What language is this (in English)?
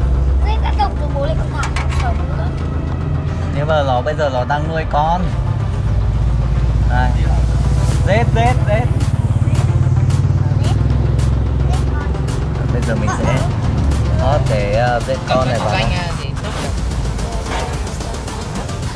Vietnamese